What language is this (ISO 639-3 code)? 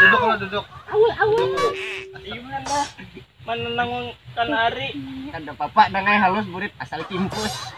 bjn